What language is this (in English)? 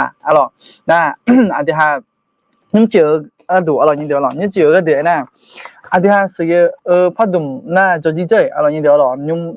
Akha